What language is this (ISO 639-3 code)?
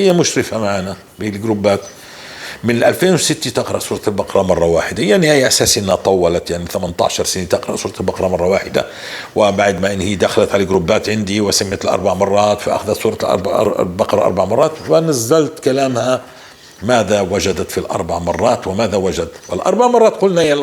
apc